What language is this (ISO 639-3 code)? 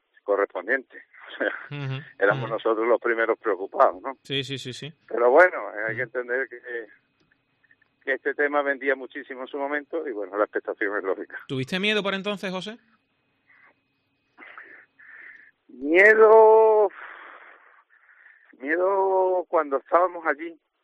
spa